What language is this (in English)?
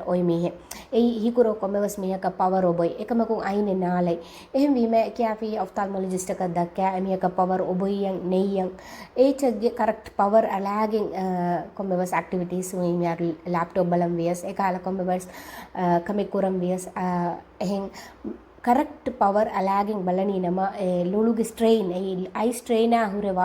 Divehi